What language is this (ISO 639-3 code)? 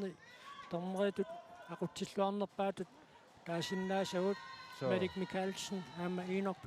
kal